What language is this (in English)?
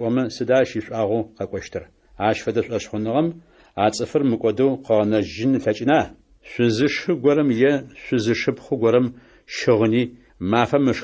Adyghe